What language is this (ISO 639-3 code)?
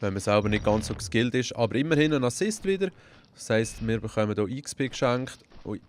gsw